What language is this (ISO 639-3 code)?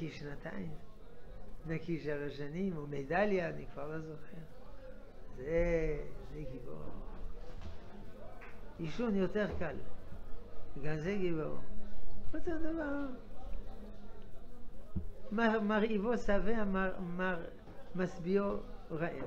heb